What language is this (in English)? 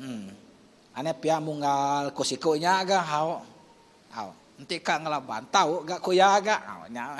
Iban